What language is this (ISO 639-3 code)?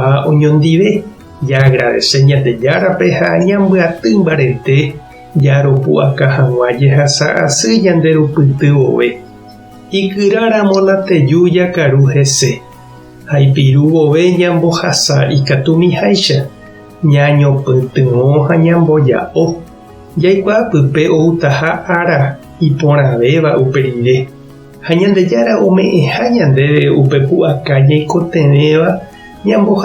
grn